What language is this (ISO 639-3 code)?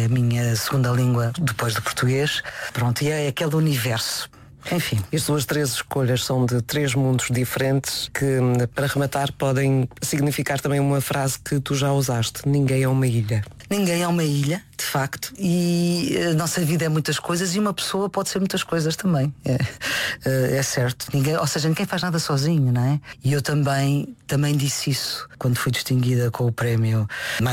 por